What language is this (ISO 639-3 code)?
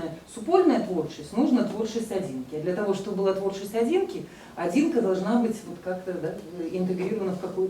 bel